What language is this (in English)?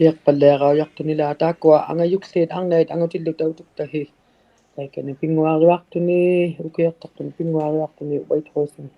Inuktitut